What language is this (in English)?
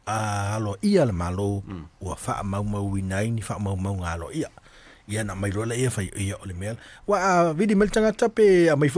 Samoan